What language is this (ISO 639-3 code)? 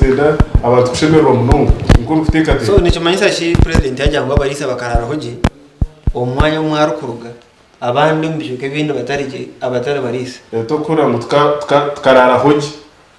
nyn